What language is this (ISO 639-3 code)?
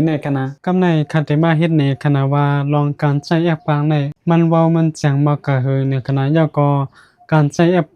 shn